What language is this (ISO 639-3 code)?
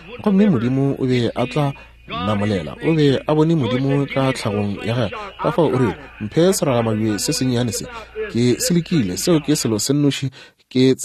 nso